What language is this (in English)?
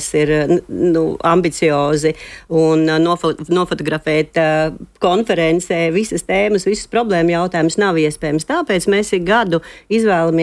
Latvian